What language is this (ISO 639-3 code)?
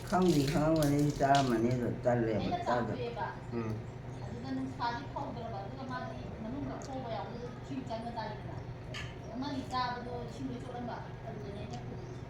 mni